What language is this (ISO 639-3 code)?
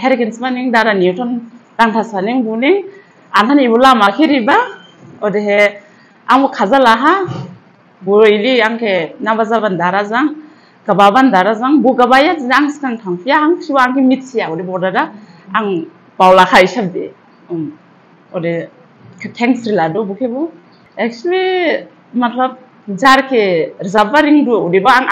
dis